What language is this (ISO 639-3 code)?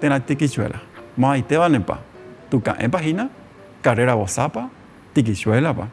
grn